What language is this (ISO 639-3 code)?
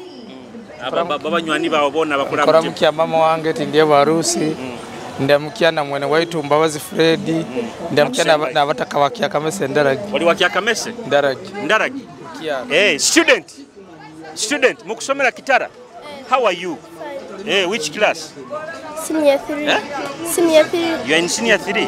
nyo